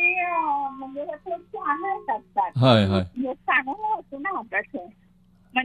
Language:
Konkani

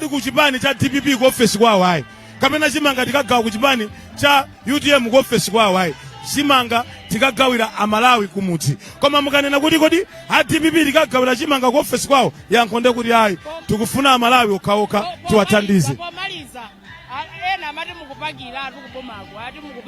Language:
Nyanja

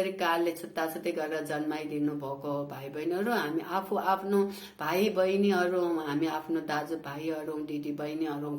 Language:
Nepali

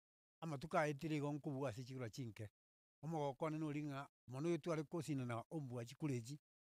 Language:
Gusii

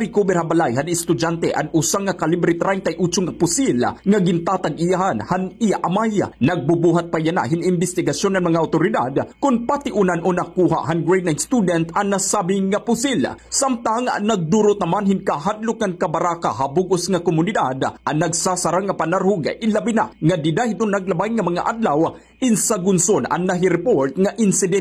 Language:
Waray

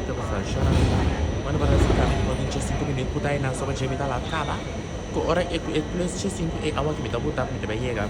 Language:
Papiamento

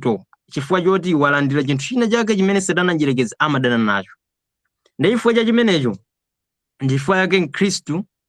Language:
Nyanja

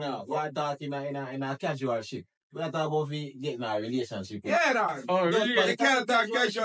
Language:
Jamaican Creole English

